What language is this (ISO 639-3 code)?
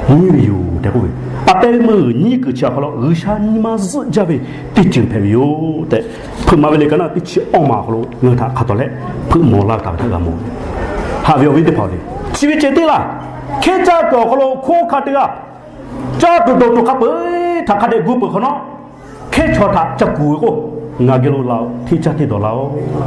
lhu